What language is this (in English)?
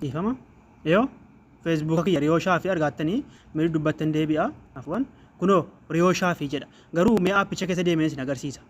Oromo